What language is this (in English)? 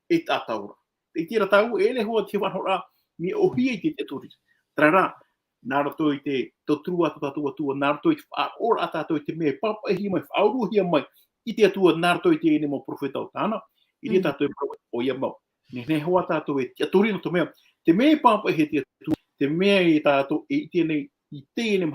Tahitian